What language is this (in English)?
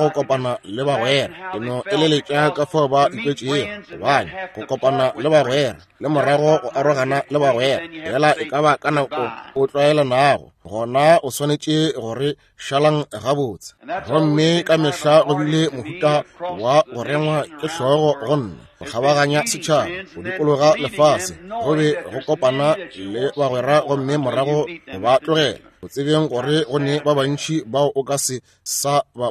Northern Sotho